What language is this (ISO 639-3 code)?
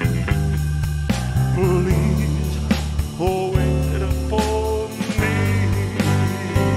eng